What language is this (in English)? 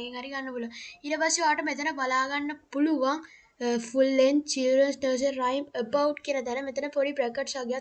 Sinhala